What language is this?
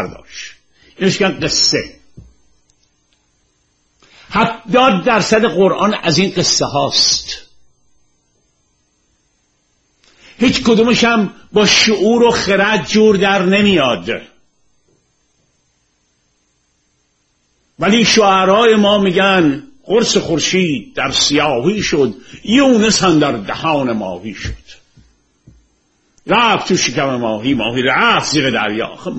Persian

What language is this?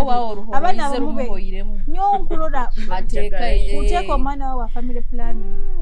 Nyoro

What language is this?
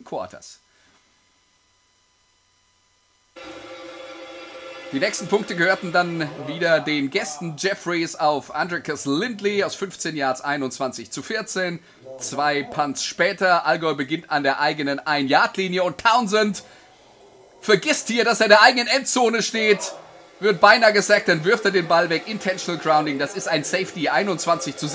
German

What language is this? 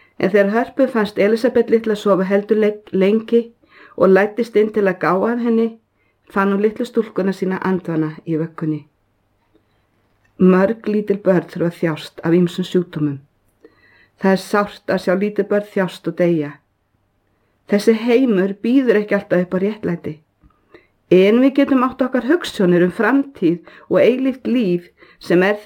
Icelandic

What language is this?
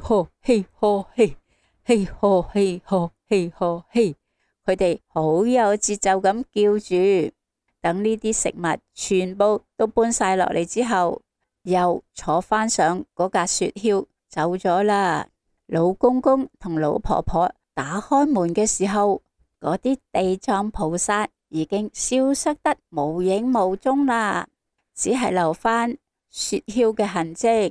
Cantonese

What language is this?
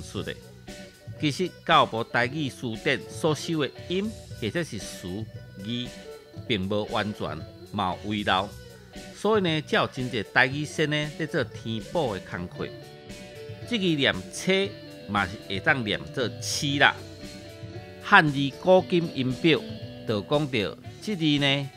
Min Nan Chinese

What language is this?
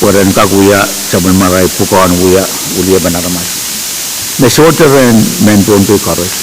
Pohnpeian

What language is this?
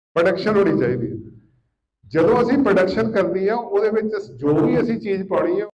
Punjabi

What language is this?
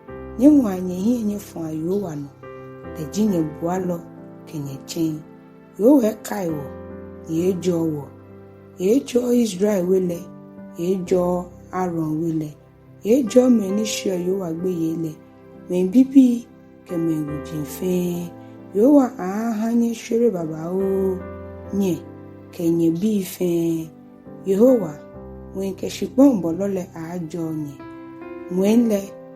Ga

